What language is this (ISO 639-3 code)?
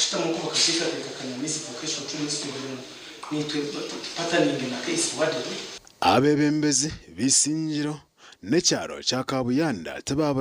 nyn